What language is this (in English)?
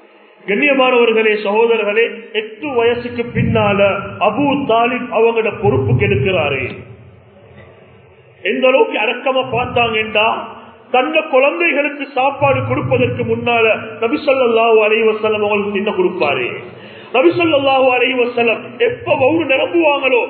Tamil